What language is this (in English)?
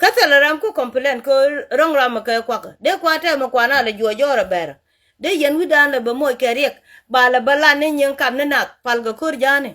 Nuer